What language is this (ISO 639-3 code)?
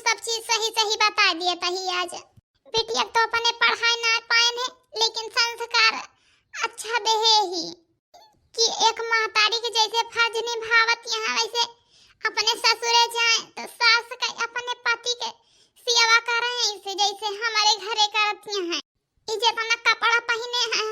awa